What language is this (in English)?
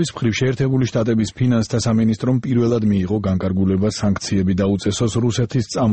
Georgian